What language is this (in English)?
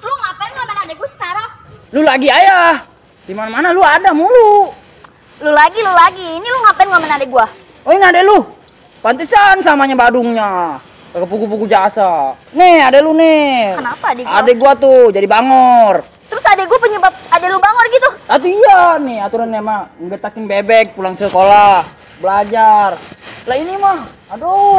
Betawi